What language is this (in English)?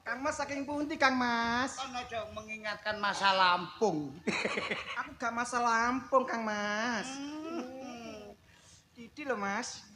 Javanese